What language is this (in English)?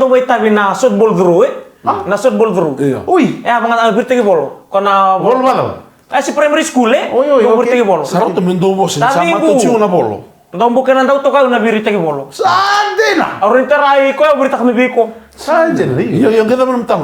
Fijian